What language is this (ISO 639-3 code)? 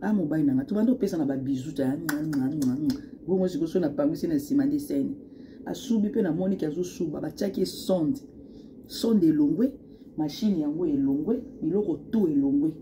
lin